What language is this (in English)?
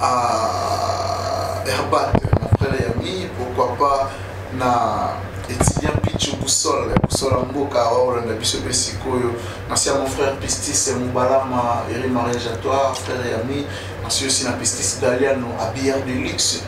Lingala